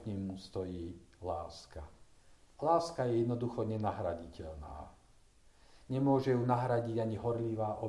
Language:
Slovak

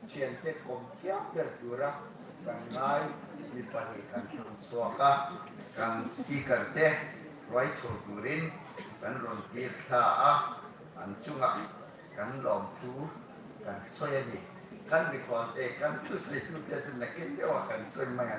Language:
Hmar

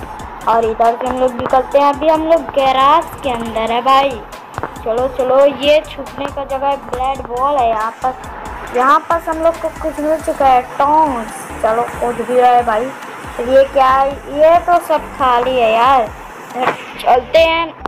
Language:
Hindi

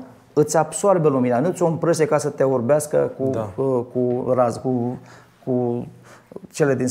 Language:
Romanian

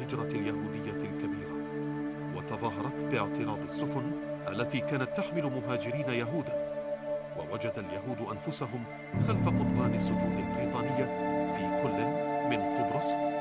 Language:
Arabic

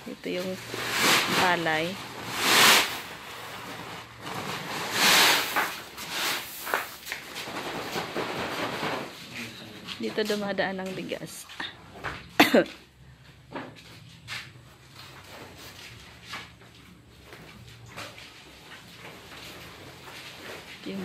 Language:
Filipino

